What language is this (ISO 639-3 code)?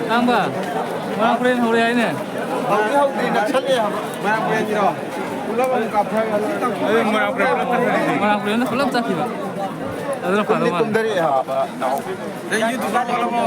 mni